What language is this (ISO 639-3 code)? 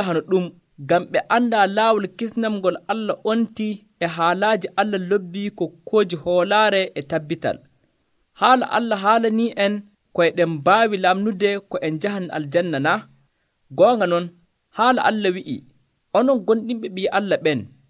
fuv